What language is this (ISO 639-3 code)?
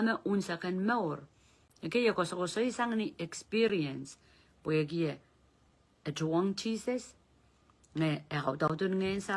pon